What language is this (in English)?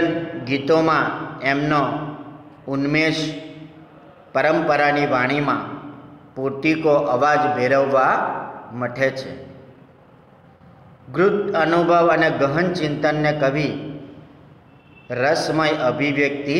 Gujarati